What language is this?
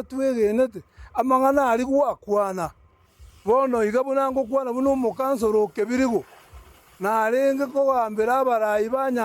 Gusii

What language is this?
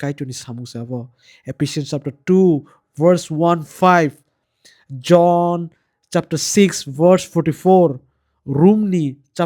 Kok Borok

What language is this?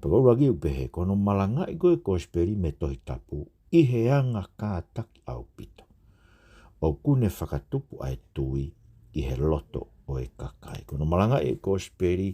Tongan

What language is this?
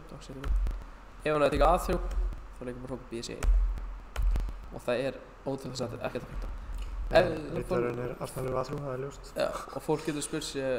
Icelandic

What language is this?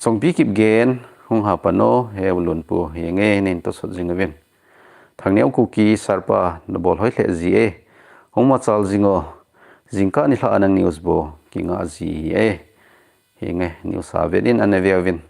Thado Chin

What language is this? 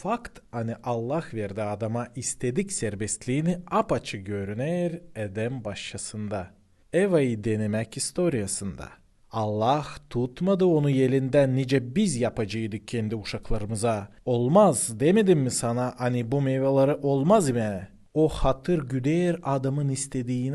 Gagauz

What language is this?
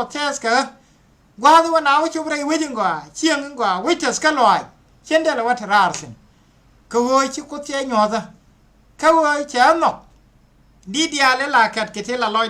Nuer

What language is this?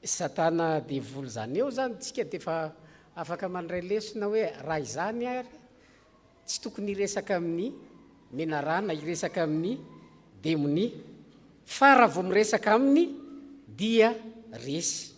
Malagasy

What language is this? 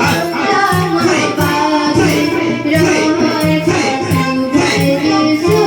Kok Borok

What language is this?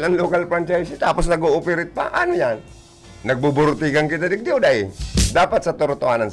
Bikol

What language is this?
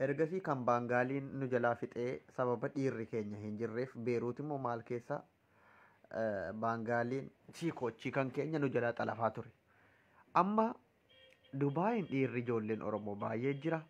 Oromo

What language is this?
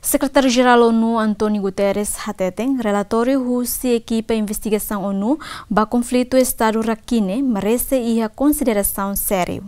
Tetum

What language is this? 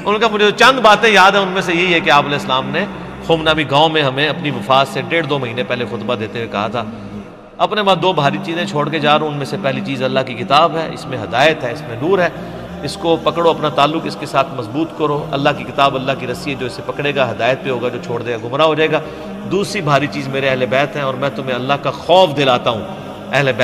Urdu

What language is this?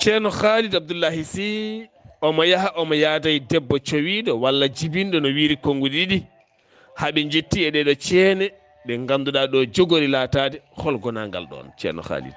Fula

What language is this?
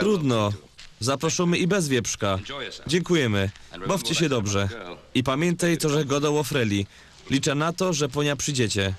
Silesian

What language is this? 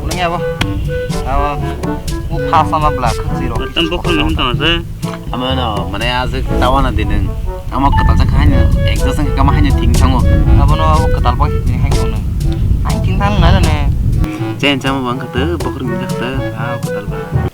Kok Borok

